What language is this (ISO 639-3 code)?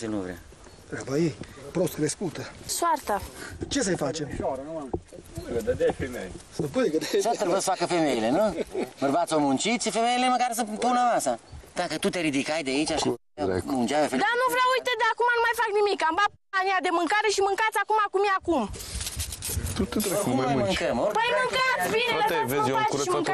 ron